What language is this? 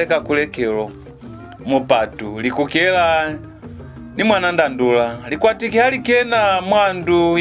Lozi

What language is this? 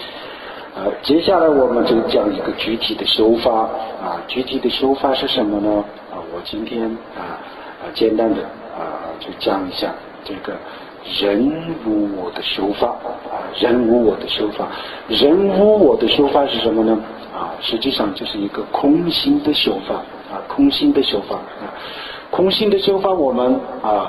Chinese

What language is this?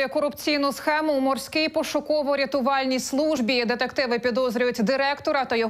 Ukrainian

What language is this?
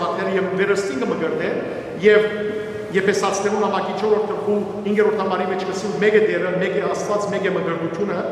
Western Armenian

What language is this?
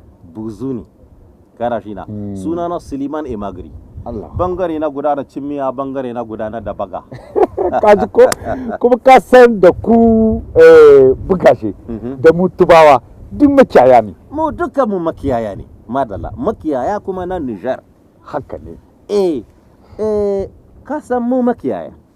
Hausa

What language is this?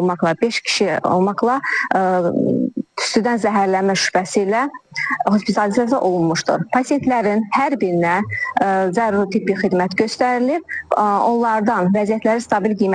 Azerbaijani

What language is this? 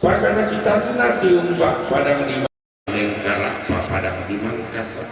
Toraja-Sa'dan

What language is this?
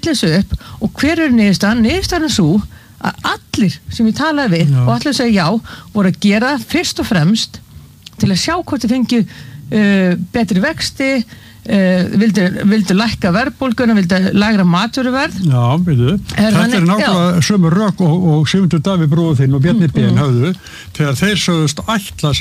Icelandic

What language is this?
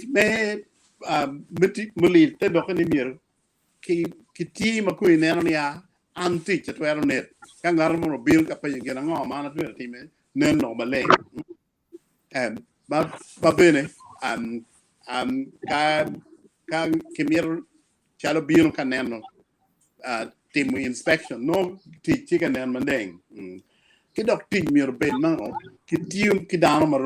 Acoli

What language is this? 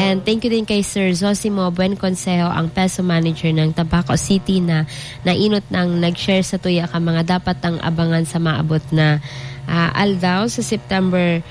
Bikol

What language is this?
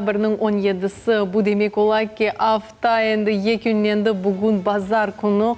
Crimean Tatar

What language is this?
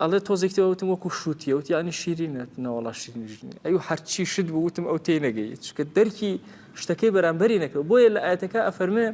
Central Kurdish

